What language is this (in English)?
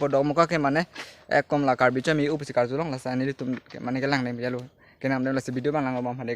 Karbi